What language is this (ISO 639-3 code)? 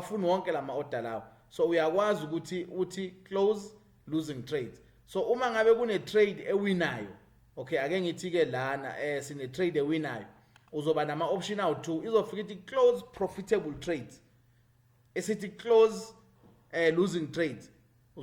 zul